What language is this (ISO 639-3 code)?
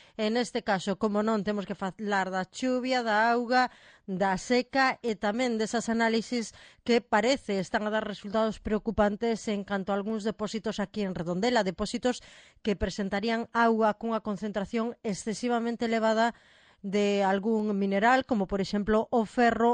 glg